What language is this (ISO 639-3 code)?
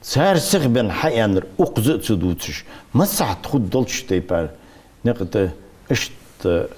inh